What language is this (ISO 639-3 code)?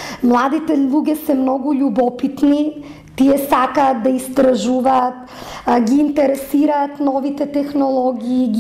mkd